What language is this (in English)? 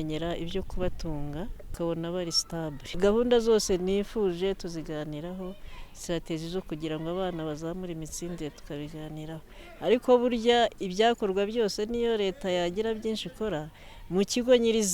Kinyarwanda